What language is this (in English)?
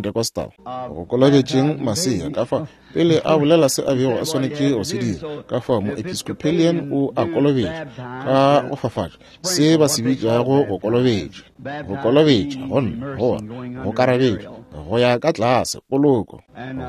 Northern Sotho